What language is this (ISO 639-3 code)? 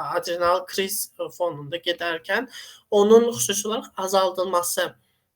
aze